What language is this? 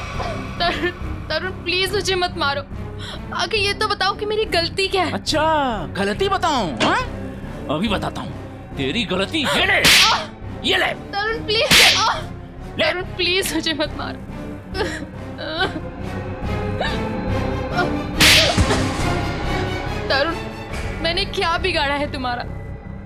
Hindi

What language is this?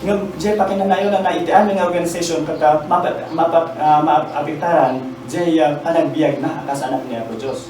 Iloko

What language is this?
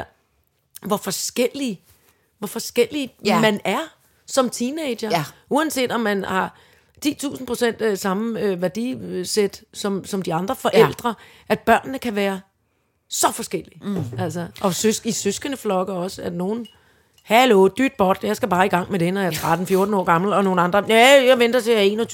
Danish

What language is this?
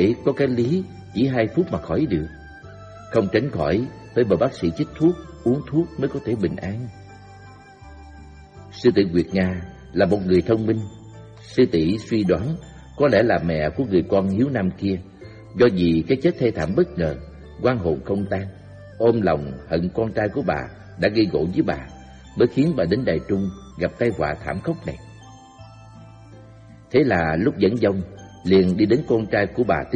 Vietnamese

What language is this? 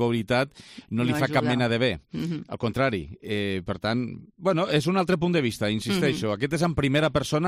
Catalan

